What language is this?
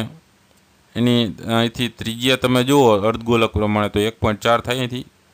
Gujarati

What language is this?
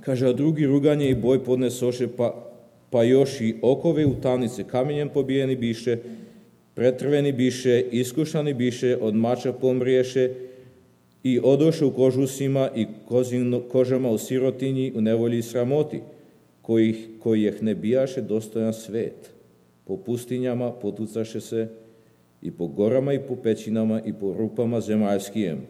Serbian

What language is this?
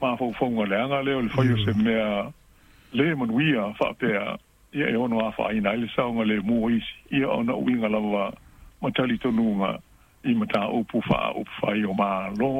Samoan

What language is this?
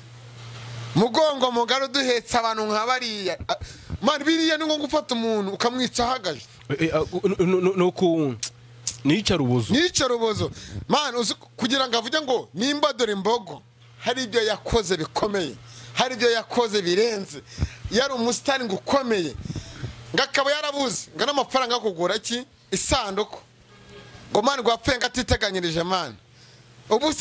Kinyarwanda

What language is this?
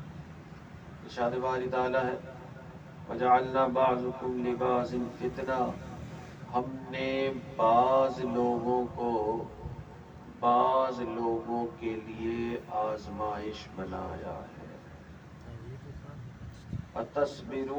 Urdu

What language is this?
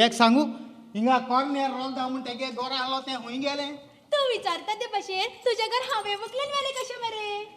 Konkani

